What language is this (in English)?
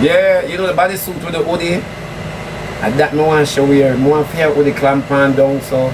Jamaican Creole English